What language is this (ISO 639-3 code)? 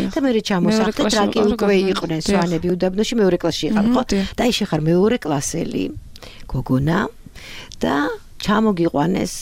kat